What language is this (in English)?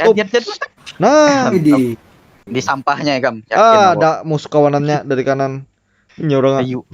Banjar